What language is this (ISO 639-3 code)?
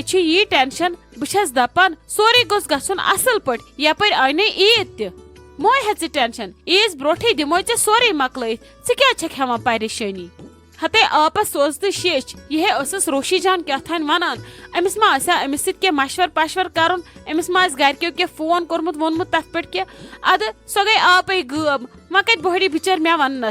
kas